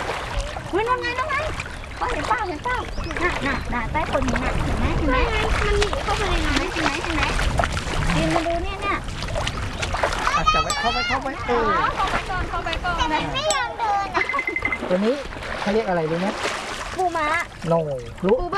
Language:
Thai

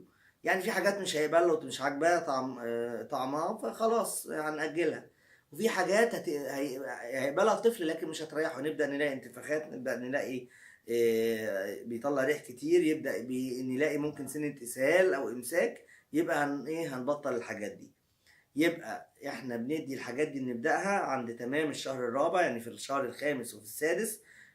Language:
Egyptian Arabic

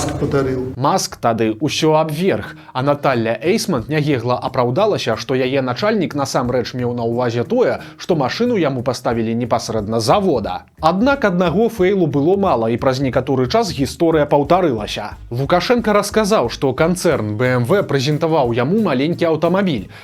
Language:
Belarusian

